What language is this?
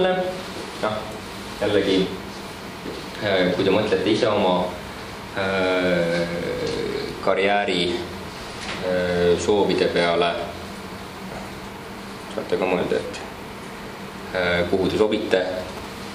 Estonian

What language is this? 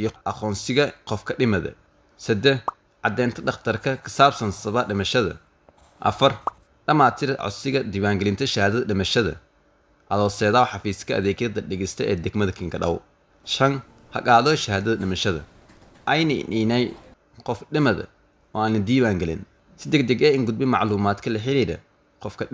Somali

